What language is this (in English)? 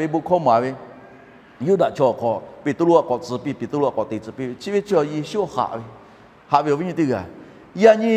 Lahu